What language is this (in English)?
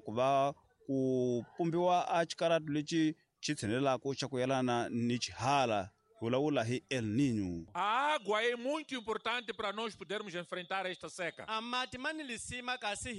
Tsonga